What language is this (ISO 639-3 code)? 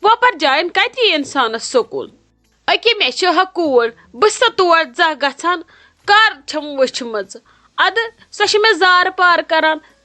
kas